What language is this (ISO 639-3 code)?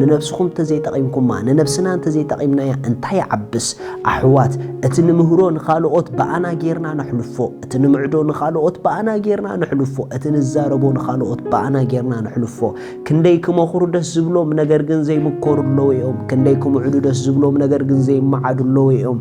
tir